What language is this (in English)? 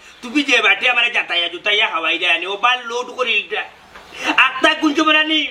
Sylheti